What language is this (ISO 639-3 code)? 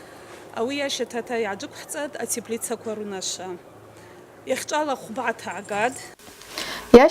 abk